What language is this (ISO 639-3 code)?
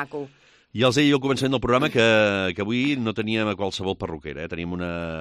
cat